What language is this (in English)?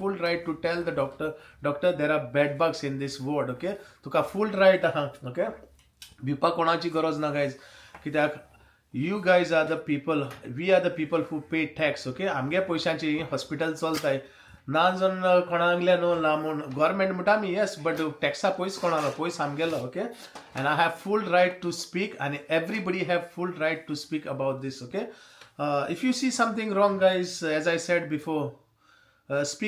Konkani